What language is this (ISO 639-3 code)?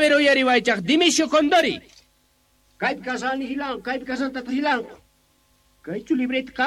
que